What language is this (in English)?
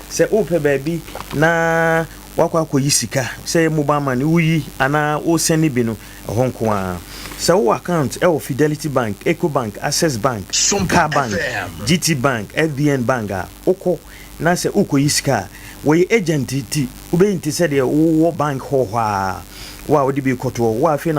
Akan